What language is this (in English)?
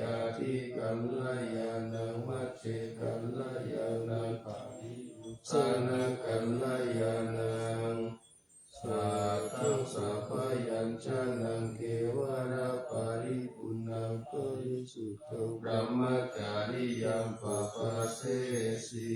Pali